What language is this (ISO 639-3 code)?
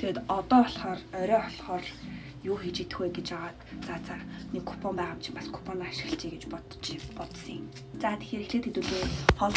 mon